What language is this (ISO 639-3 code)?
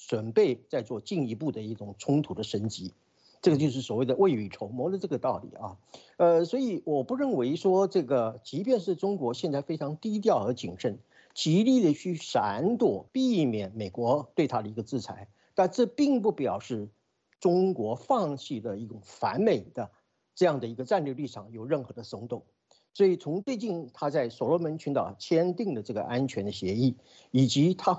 zho